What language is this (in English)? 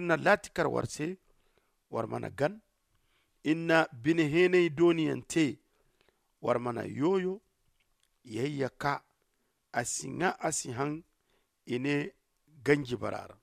Zarma